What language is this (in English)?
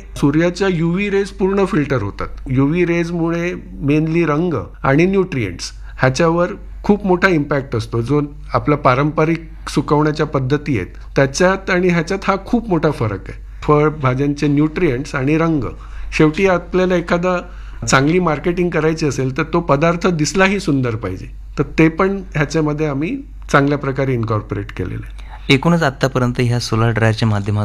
Marathi